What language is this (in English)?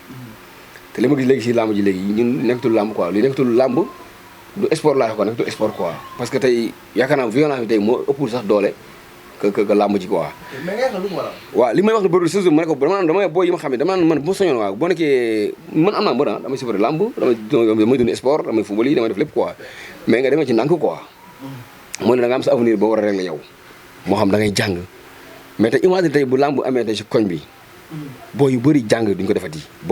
Wolof